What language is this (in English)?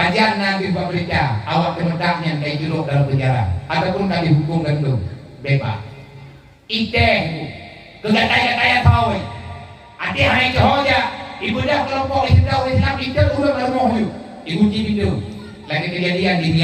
Achinese